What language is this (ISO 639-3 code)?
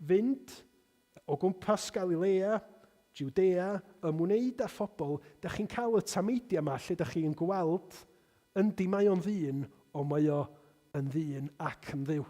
cym